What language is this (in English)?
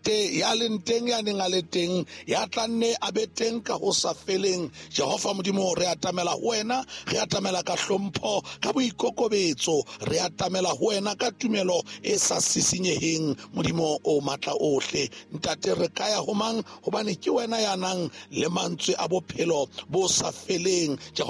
Southern Sotho